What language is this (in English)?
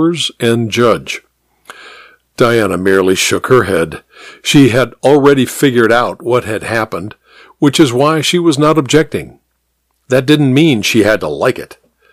English